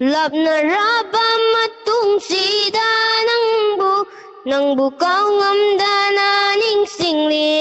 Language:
Manipuri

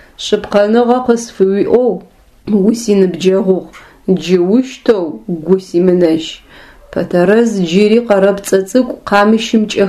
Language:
Adyghe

